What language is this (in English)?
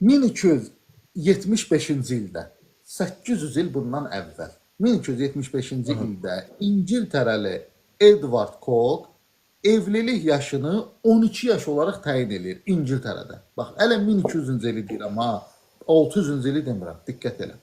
Azerbaijani